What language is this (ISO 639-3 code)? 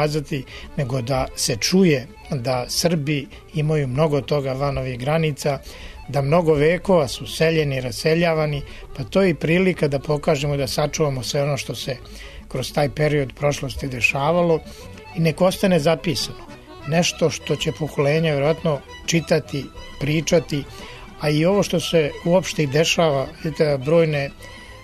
srp